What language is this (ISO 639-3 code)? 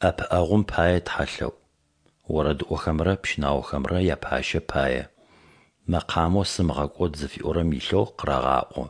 ady